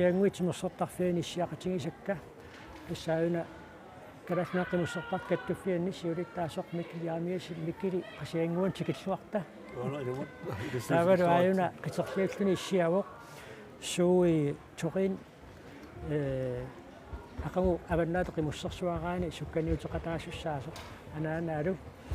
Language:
Kalaallisut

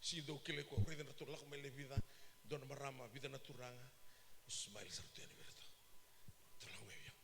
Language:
Fijian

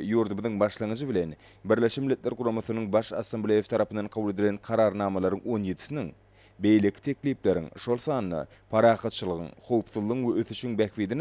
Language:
Turkmen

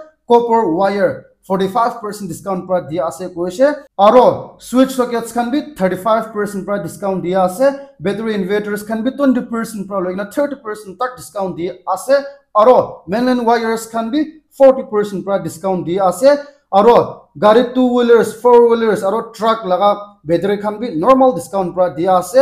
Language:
Naga Pidgin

